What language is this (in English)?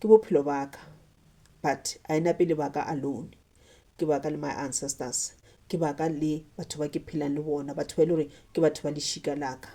Northern Sotho